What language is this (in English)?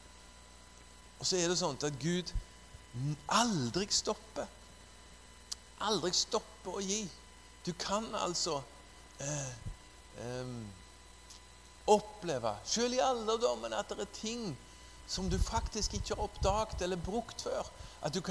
Norwegian